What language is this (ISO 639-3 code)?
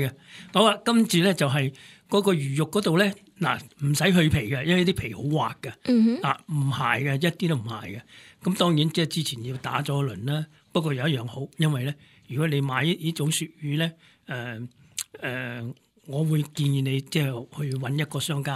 yue